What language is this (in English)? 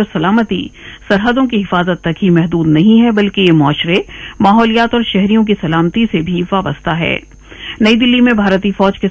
Urdu